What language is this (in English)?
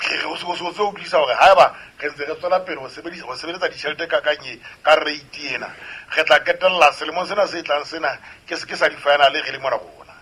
Southern Sotho